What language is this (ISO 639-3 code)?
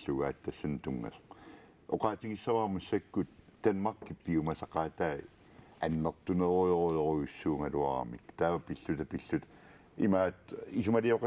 kal